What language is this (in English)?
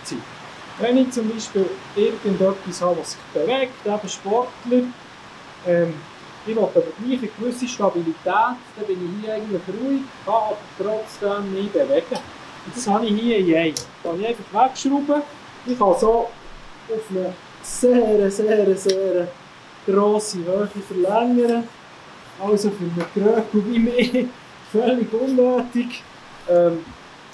Swiss German